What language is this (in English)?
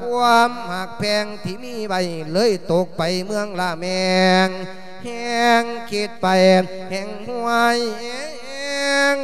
Lao